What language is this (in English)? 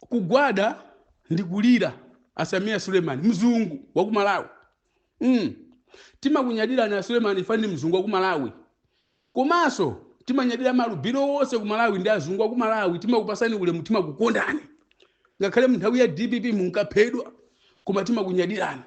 Nyanja